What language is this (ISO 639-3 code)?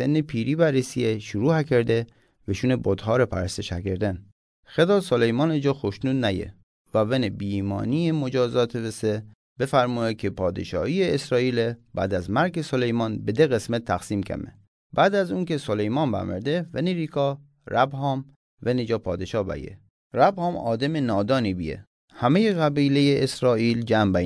mzn